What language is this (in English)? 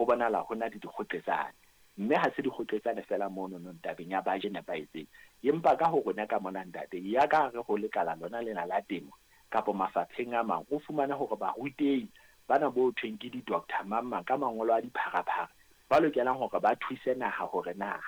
Southern Sotho